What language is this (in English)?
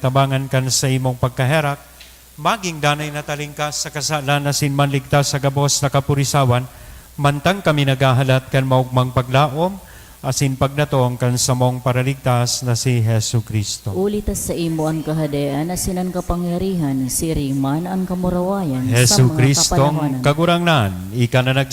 Bikol